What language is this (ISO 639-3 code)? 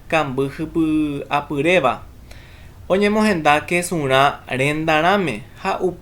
grn